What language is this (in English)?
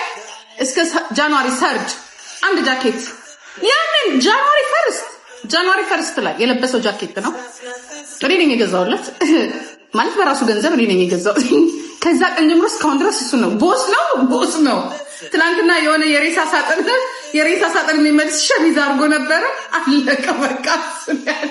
Amharic